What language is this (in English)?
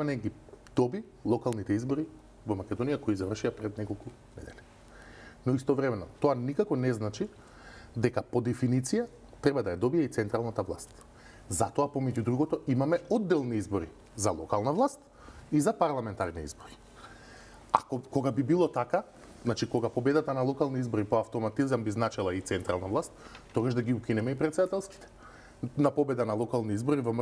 Macedonian